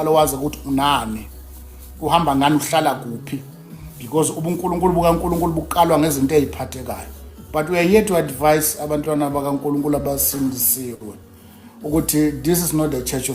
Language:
Zulu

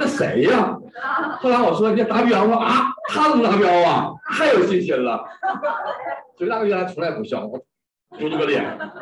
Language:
Chinese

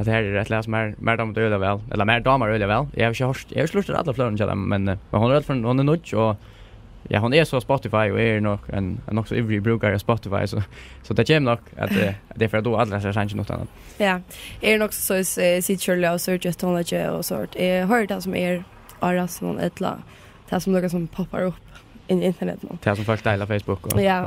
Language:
Faroese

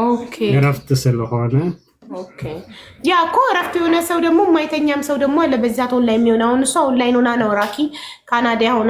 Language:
Amharic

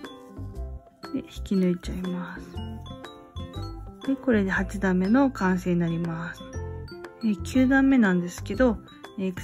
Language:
Japanese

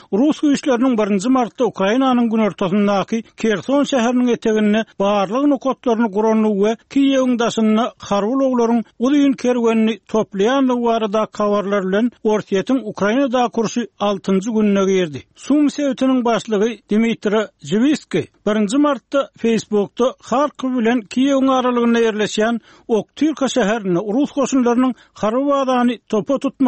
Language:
Turkmen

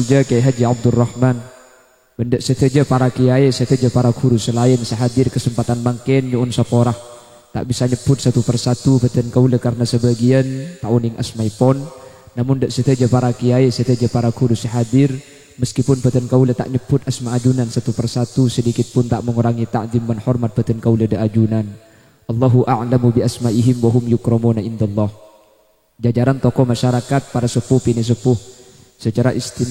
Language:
Madurese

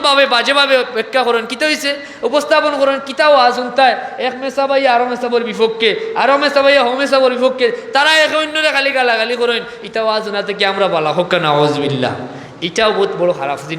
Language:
Sylheti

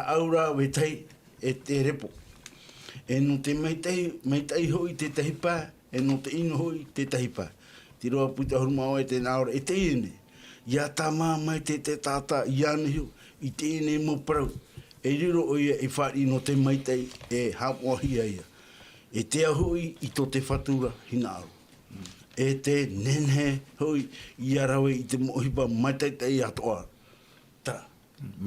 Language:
Tahitian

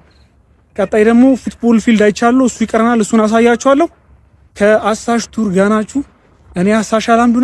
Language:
Amharic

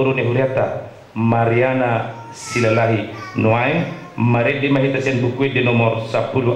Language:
Batak Toba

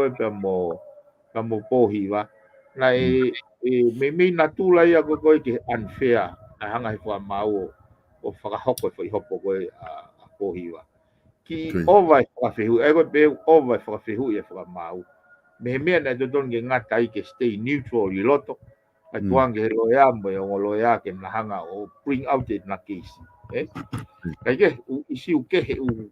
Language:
Tongan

